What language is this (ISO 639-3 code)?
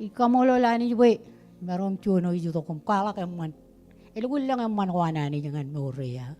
mah